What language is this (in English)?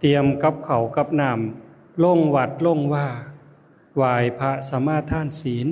Lao